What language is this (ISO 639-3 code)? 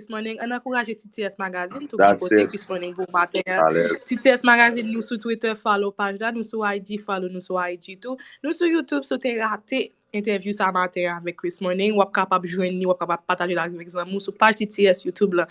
hat